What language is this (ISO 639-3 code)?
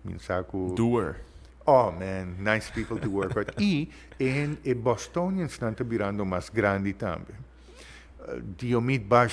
pap